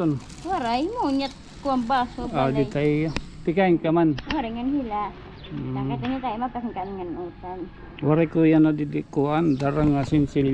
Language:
Waray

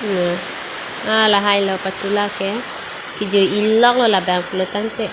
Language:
Karbi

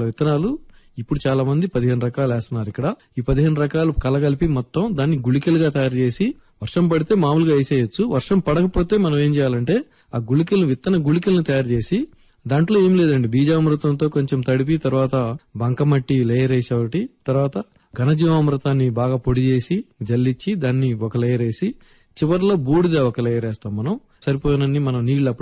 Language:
Telugu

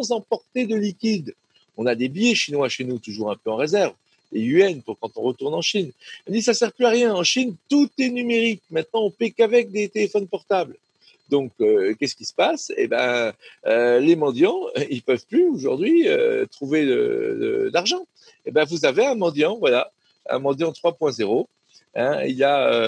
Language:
French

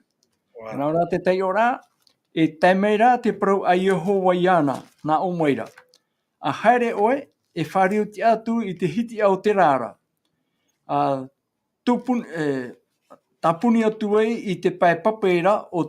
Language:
Tahitian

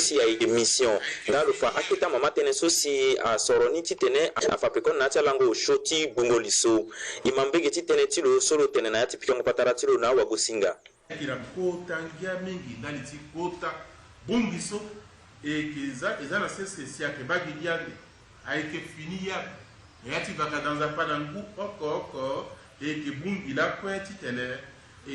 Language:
Sango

